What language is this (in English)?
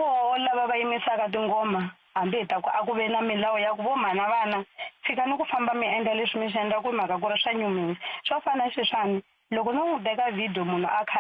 Tsonga